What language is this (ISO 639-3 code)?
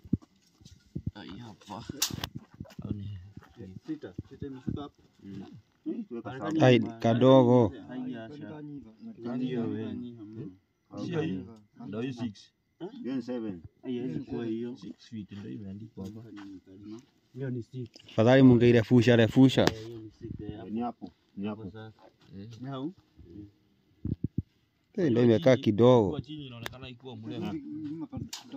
swa